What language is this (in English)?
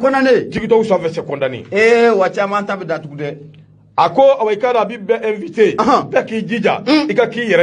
Bambara